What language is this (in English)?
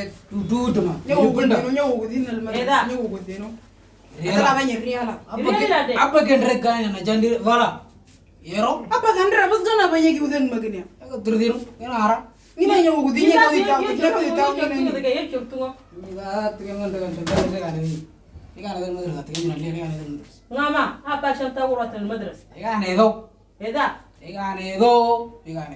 Moro